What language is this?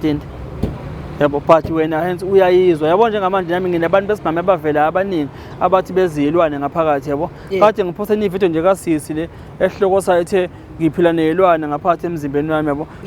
Zulu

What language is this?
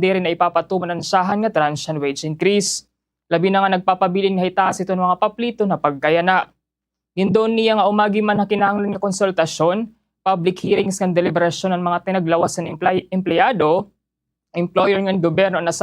Waray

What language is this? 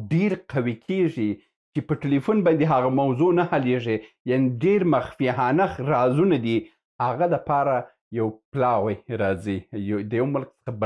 Pashto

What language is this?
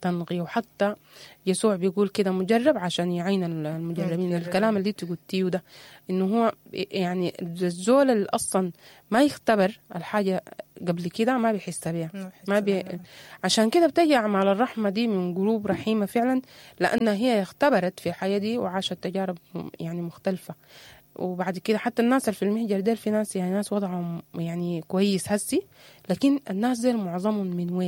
Sudanese Arabic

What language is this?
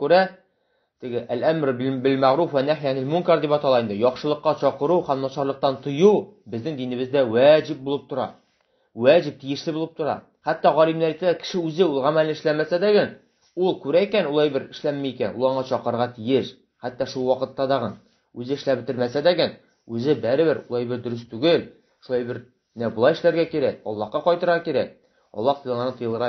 Tatar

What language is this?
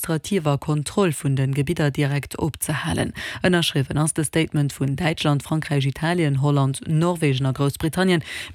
Luxembourgish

